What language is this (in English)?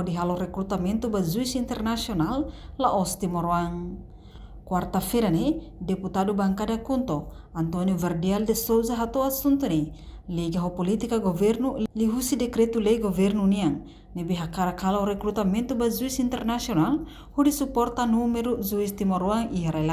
Tetum